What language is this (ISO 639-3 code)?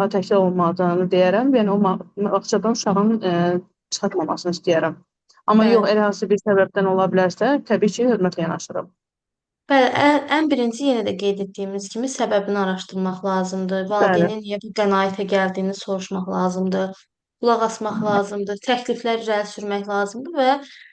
aze